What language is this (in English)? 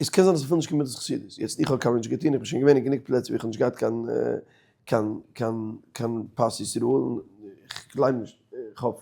Yiddish